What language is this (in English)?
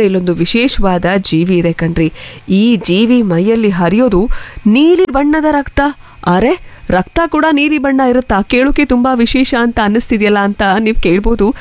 Kannada